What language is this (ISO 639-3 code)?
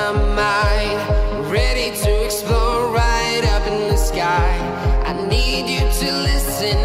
eng